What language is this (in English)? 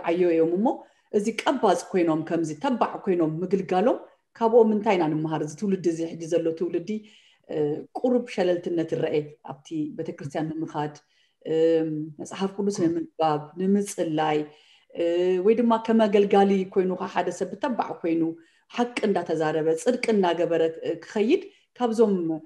Tigrinya